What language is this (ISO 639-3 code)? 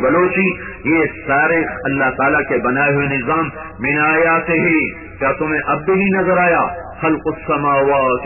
urd